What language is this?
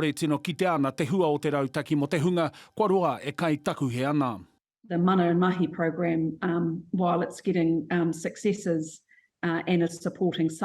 Māori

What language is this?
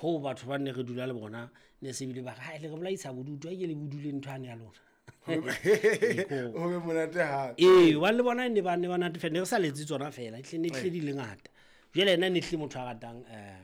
Southern Sotho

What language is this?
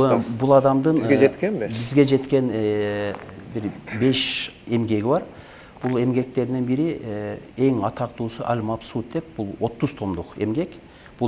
Kyrgyz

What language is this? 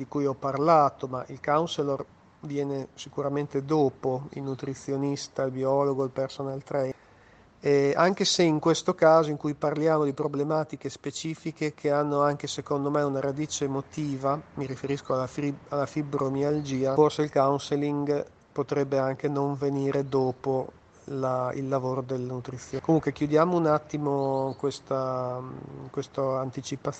Italian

